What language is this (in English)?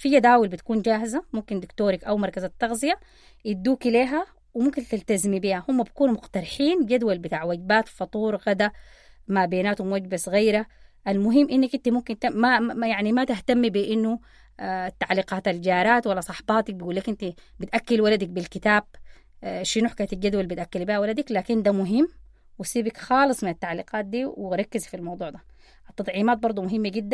Sudanese Arabic